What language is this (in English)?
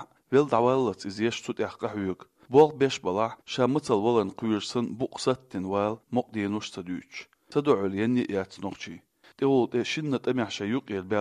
Chechen